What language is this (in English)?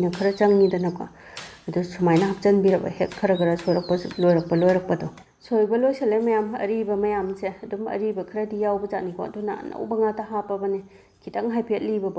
Manipuri